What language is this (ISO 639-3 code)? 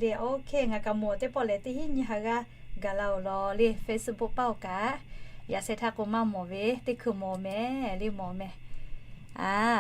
lhu